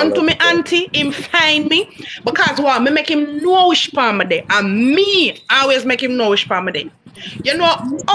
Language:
Jamaican Creole English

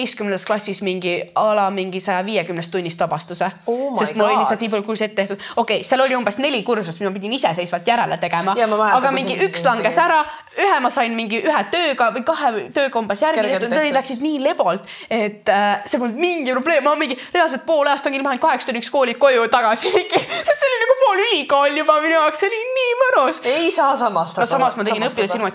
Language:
Estonian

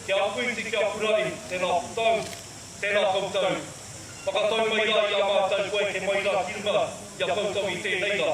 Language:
Māori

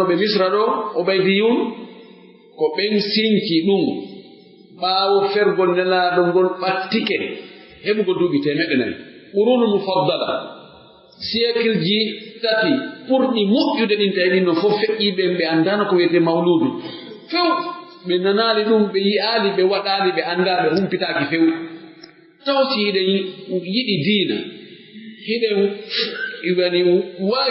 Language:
Pular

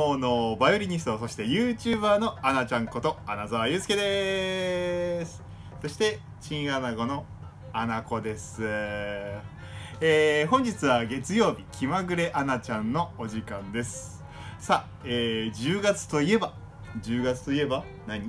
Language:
Japanese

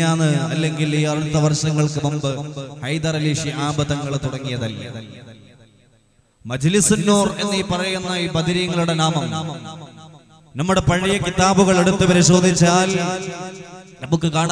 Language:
Malayalam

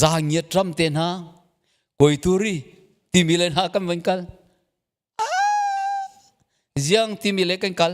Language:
Hakha Chin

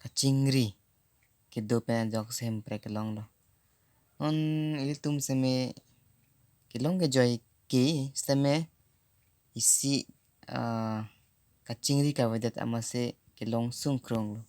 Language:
Karbi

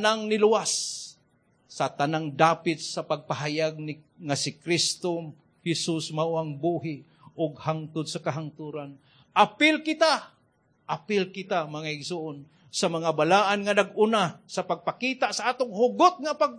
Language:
Cebuano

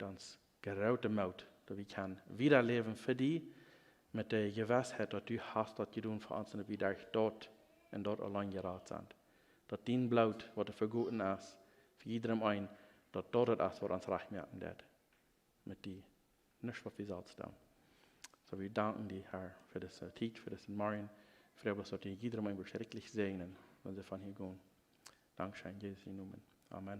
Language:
Plautdietsch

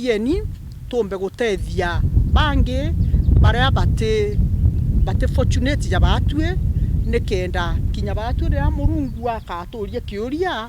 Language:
Meru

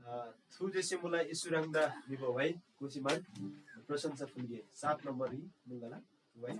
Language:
Eastern Tamang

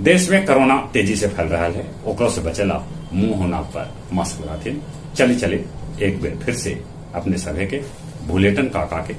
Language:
Magahi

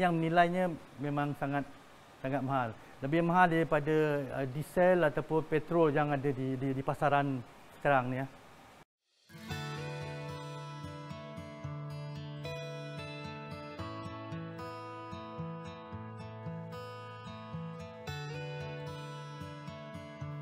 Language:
Malay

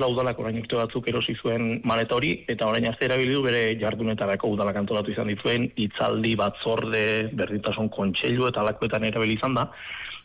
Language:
Basque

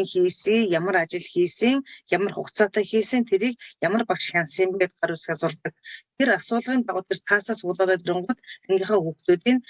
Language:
Mongolian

